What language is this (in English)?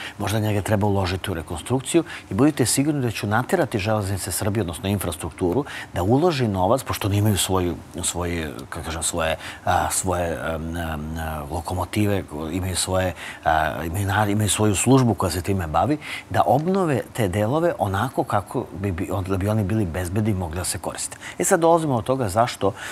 Serbian